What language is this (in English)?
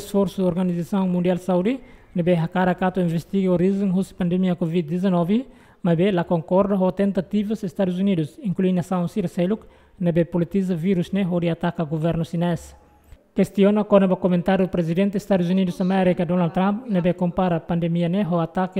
Tetum